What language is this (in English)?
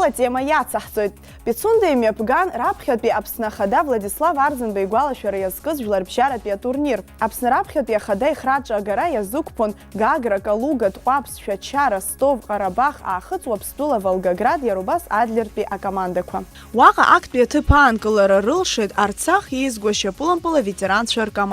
Abkhazian